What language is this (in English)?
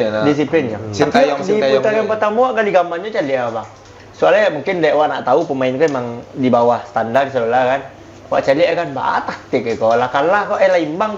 Minangkabau